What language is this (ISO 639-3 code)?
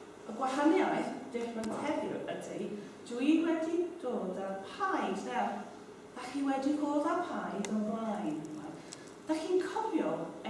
cym